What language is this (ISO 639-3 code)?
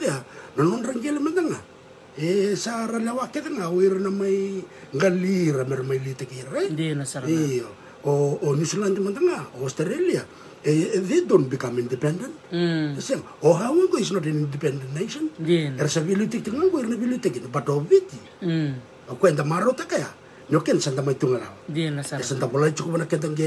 fij